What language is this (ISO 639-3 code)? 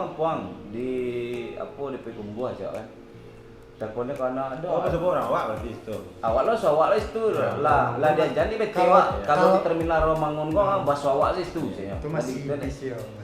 min